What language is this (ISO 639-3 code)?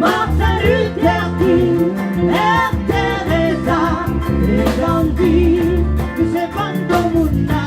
rcf